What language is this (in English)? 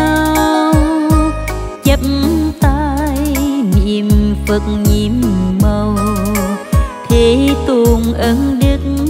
Vietnamese